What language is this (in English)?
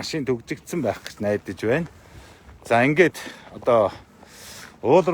Mongolian